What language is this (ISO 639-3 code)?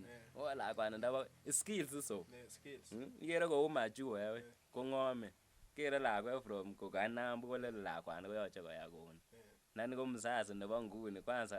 kln